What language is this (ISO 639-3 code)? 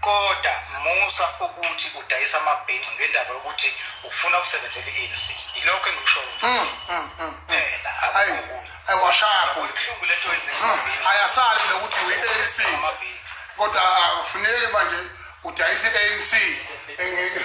zul